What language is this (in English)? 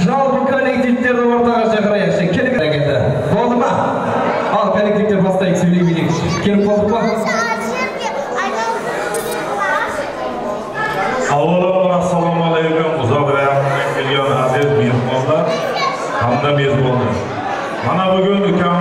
Kazakh